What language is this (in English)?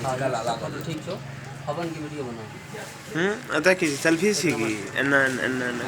Maithili